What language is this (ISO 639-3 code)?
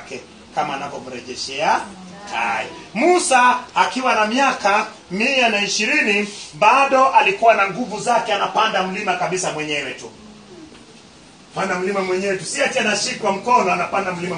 swa